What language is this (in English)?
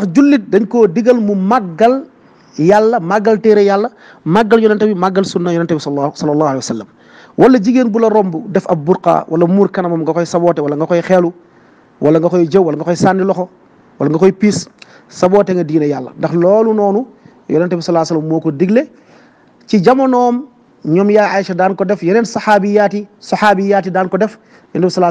Wolof